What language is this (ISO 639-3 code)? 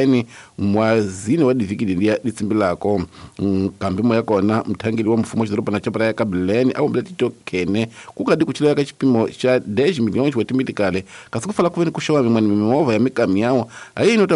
tso